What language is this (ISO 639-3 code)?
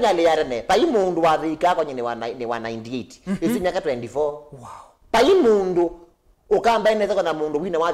kam